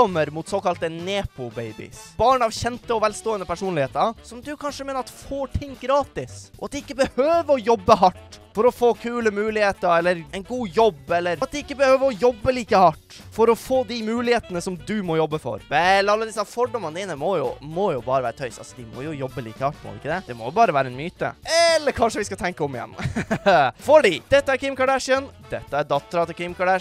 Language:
Norwegian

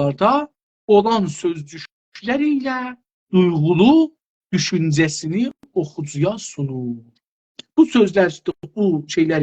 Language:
South Azerbaijani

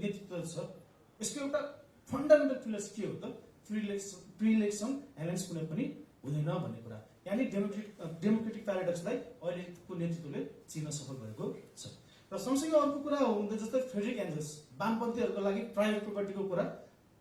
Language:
Nepali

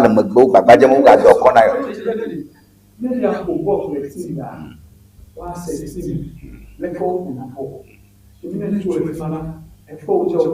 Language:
Ewe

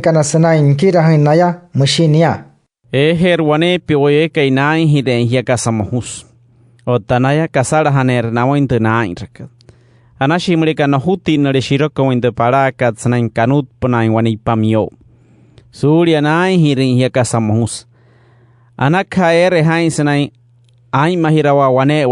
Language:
Wayuu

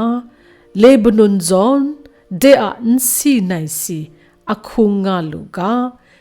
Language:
Kachin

